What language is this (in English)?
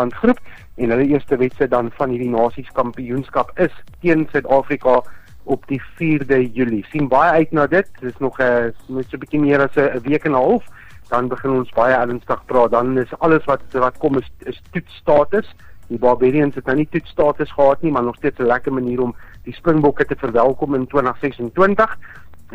Afrikaans